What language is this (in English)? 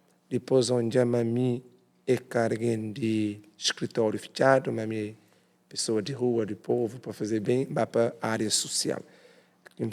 Kabuverdianu